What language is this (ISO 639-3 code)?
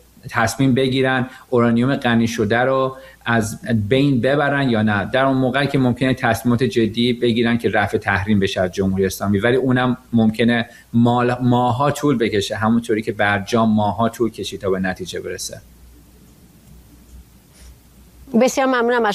fas